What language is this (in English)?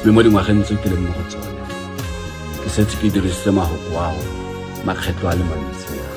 Tswana